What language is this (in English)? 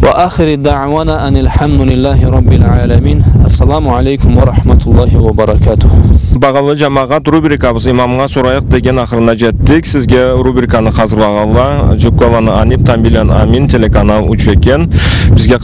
Karachay-Balkar